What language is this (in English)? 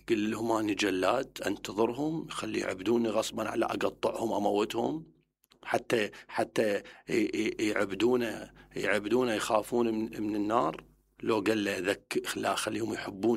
Mesopotamian Arabic